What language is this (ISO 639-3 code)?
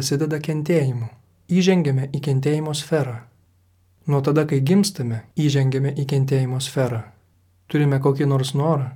lit